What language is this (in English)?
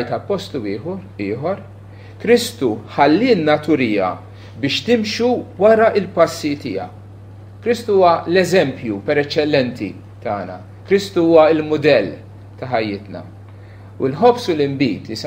Maltese